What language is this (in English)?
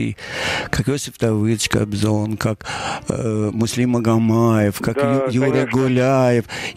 Russian